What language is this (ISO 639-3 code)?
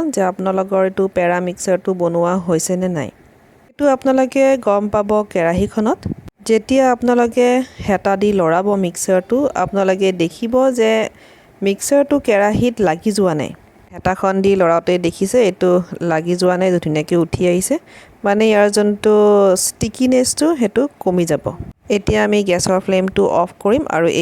asm